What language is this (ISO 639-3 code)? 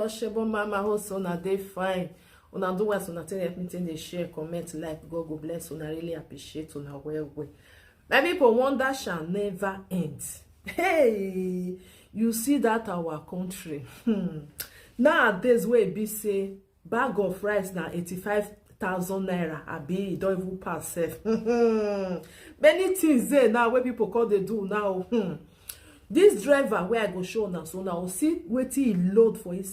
pcm